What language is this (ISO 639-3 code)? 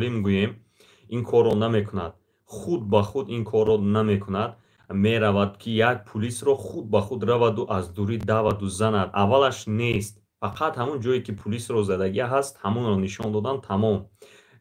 tgk